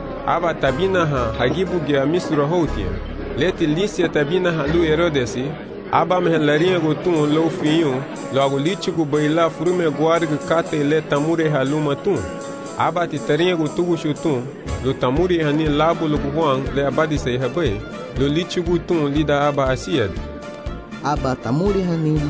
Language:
Garifuna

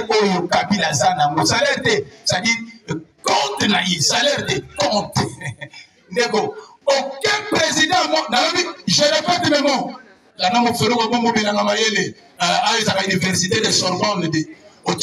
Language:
Lingala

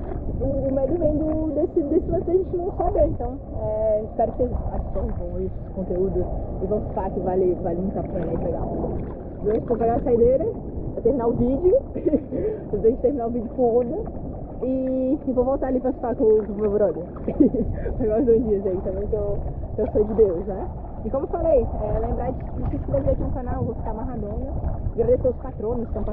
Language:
Portuguese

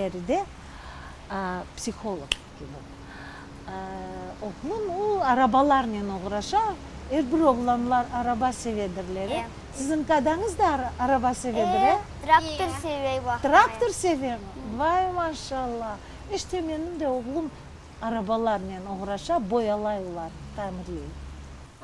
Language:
Crimean Tatar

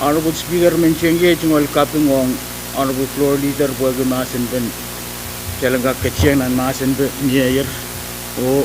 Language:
Pohnpeian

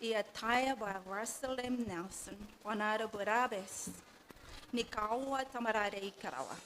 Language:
Gilbertese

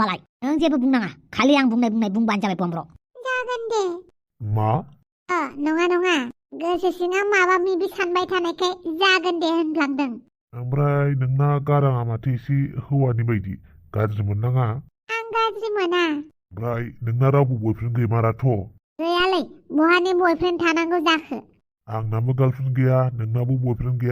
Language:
Bodo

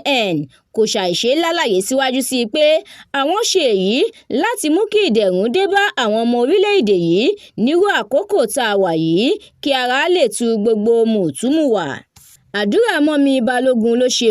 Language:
Yoruba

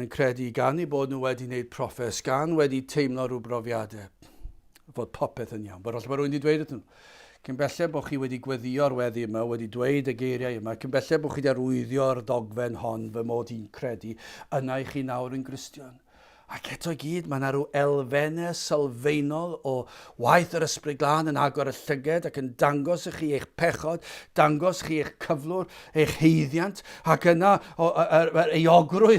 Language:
Welsh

